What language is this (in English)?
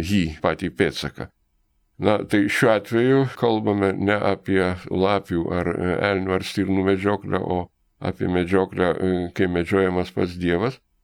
Lithuanian